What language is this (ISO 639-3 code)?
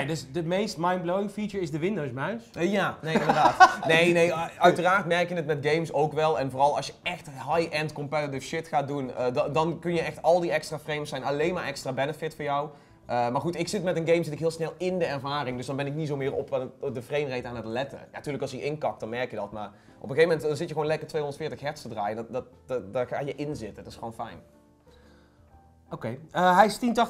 nld